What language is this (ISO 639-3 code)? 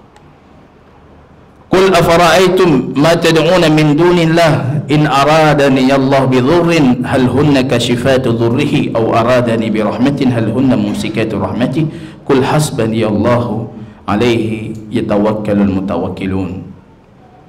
ind